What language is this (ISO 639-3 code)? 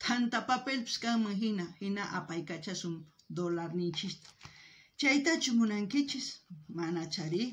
quh